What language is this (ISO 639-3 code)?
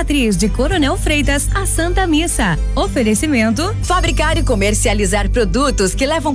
por